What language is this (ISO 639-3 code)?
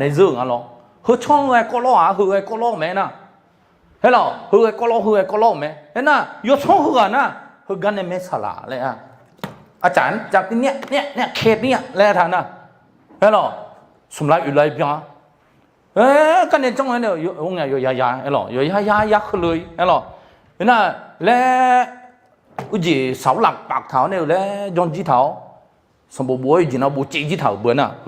ahk